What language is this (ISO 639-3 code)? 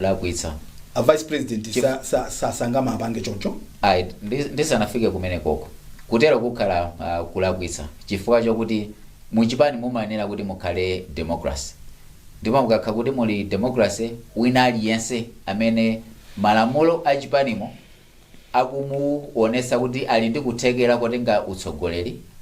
nya